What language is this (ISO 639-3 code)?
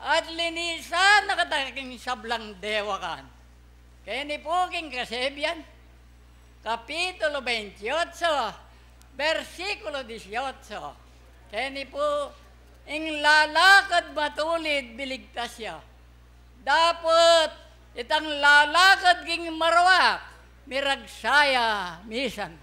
pam